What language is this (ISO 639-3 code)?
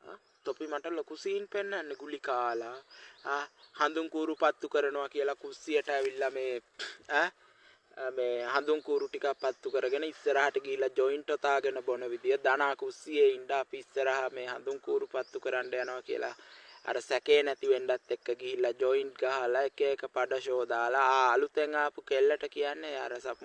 sin